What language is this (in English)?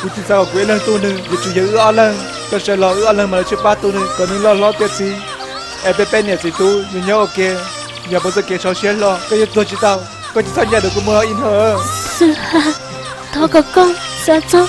Hmong